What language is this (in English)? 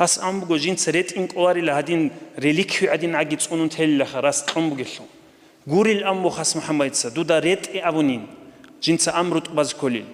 Avaric